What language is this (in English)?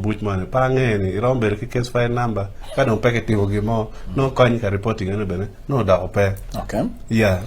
Acoli